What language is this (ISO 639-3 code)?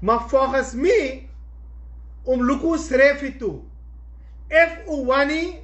srn